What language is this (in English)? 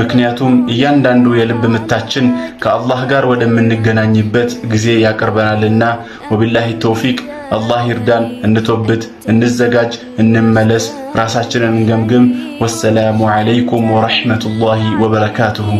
Amharic